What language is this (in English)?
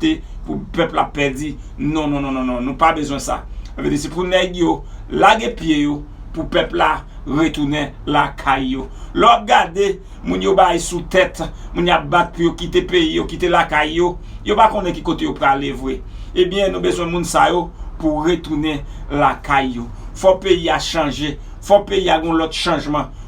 Haitian Creole